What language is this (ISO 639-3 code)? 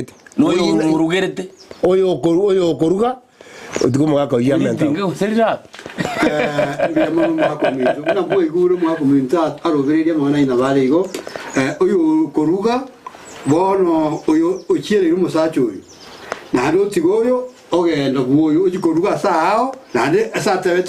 guz